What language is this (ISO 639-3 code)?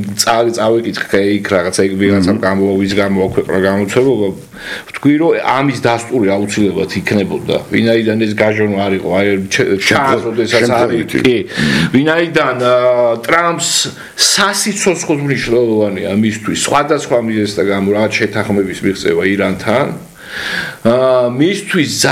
kat